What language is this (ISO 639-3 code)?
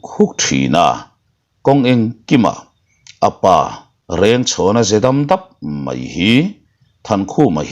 lus